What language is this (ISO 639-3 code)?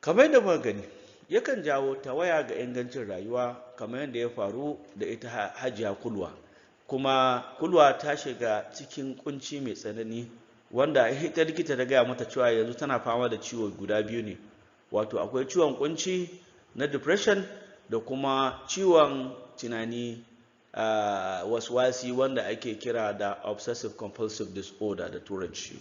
hau